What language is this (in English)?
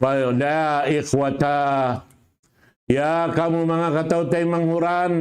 Tausug